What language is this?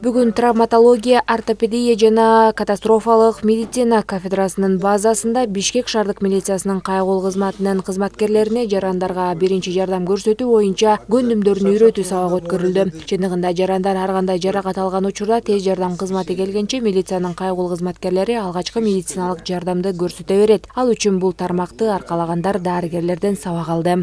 Kyrgyz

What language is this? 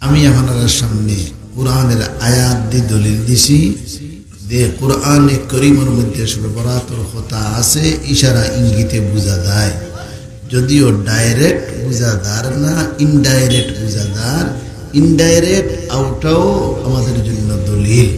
Sylheti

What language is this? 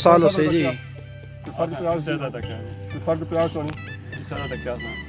Pahari-Potwari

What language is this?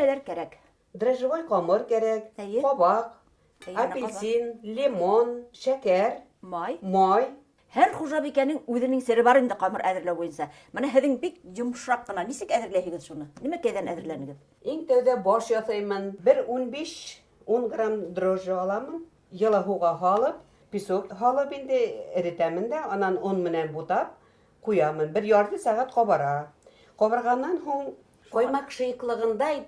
Bashkir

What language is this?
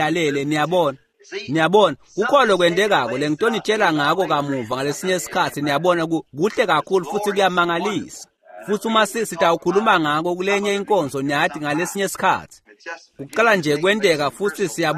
Swati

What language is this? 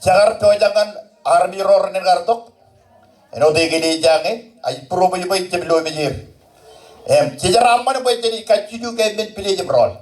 Marshallese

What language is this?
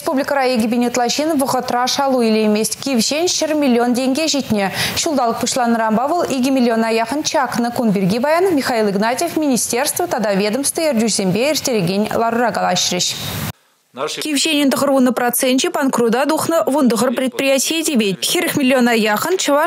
Chuvash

